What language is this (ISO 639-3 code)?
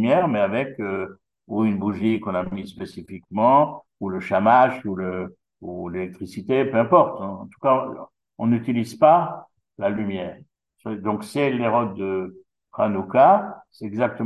fra